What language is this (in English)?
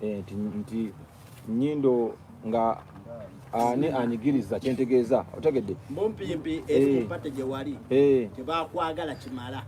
Ganda